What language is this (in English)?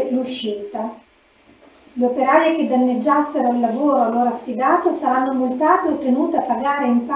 Italian